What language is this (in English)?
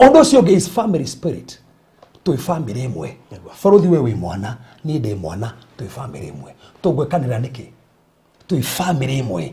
Kikuyu